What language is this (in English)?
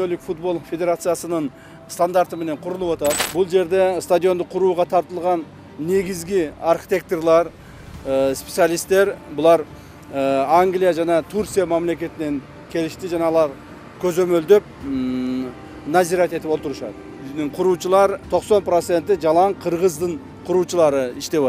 Kyrgyz